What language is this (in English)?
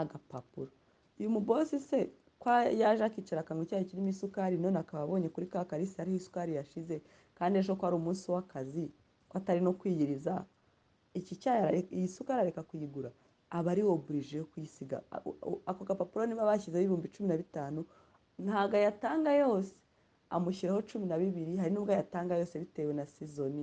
Kinyarwanda